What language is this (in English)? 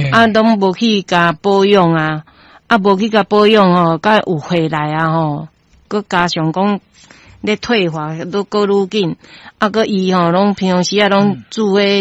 Min Nan Chinese